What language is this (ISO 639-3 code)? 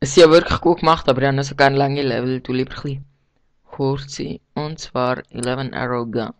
gsw